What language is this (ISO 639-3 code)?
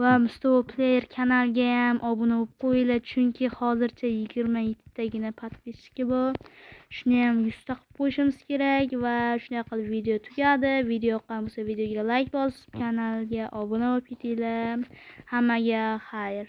uzb